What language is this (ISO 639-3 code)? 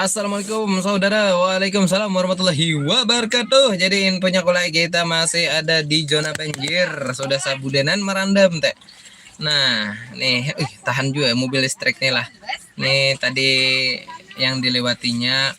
bjn